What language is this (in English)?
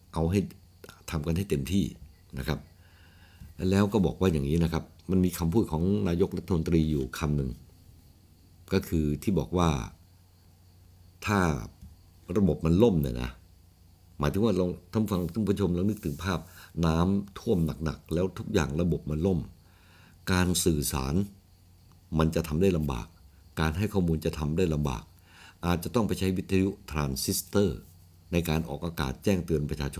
Thai